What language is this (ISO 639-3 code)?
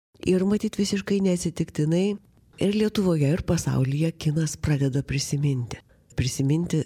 lit